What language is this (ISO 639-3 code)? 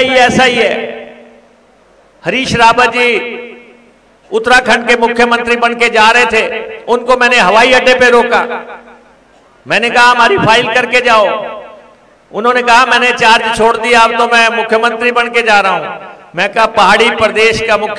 hin